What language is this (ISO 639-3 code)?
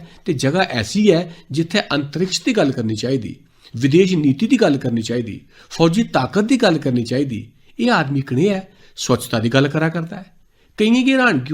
doi